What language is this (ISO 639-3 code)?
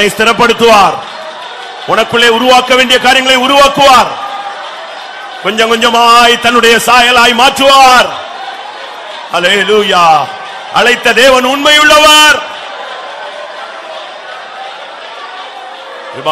tam